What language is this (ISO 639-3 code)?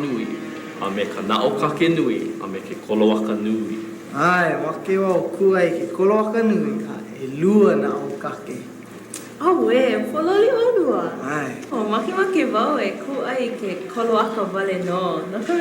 haw